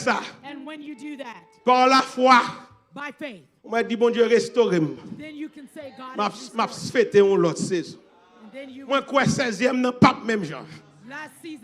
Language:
Haitian Creole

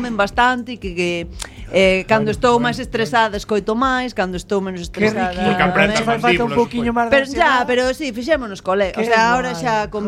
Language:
Galician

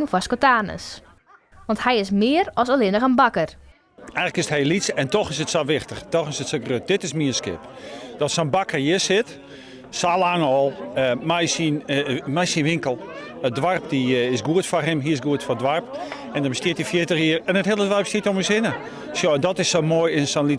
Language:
Western Frisian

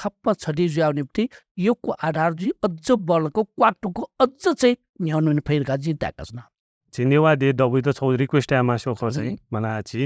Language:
Newari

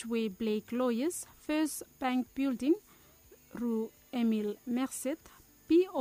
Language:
Bislama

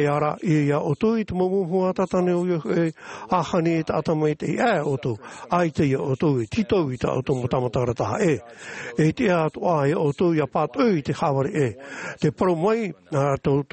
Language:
Tahitian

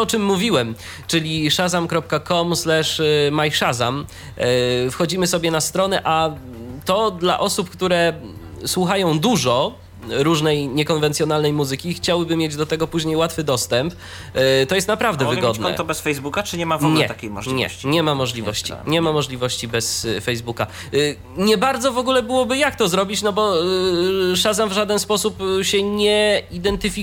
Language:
Polish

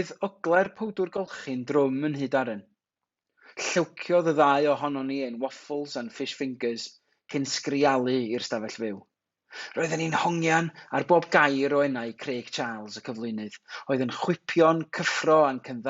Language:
Welsh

